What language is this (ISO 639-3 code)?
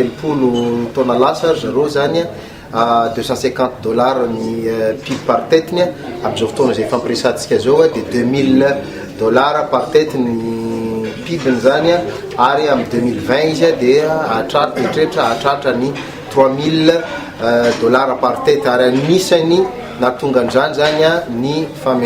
mlg